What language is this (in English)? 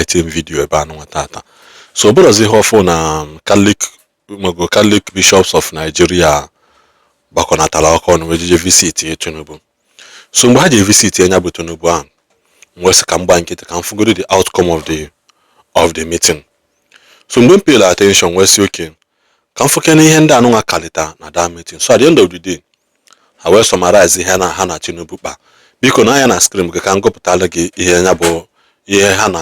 Igbo